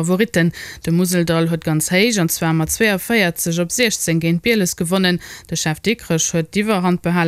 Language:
Luxembourgish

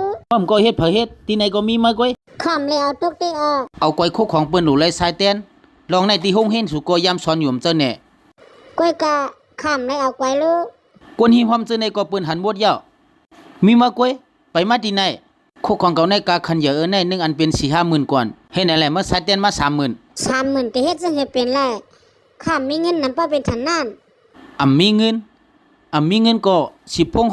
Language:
Shan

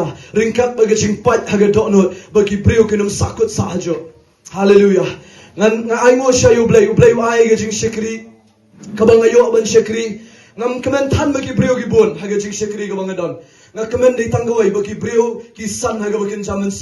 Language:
Khasi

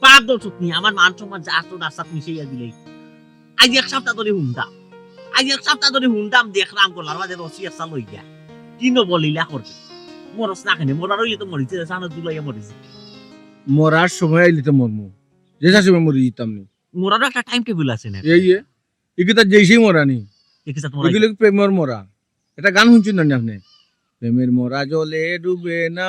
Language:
Sylheti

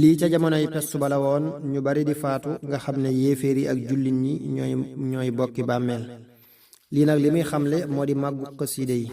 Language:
Wolof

